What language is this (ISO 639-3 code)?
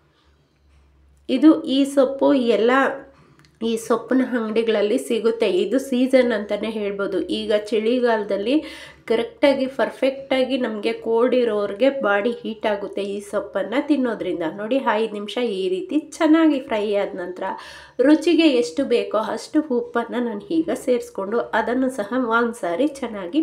kan